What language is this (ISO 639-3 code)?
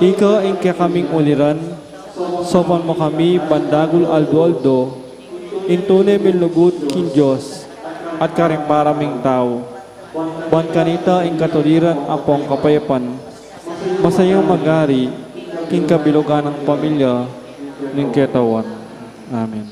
pam